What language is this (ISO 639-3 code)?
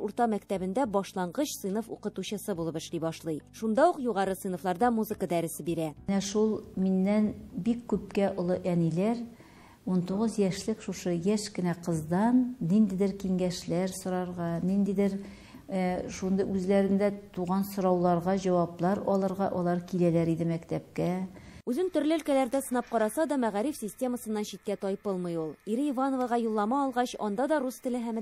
tat